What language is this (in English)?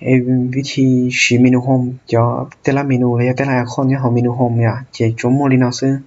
Hmong